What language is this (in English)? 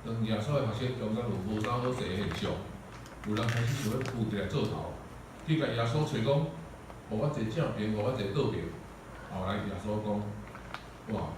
Min Nan Chinese